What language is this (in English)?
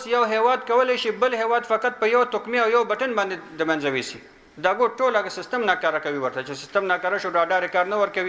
Pashto